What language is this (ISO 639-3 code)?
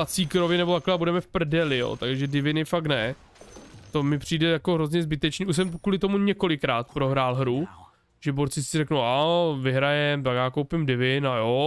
ces